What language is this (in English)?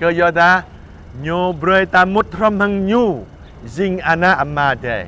Jarai